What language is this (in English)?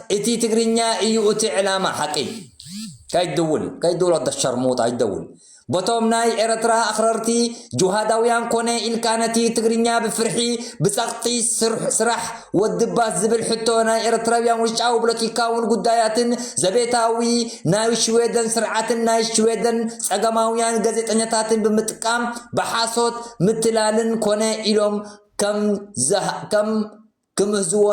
Tigrinya